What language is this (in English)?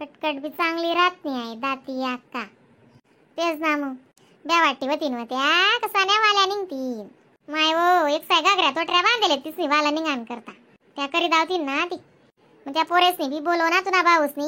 Khandesi